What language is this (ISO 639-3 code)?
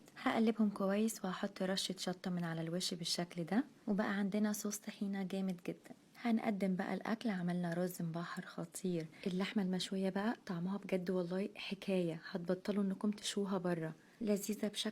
arz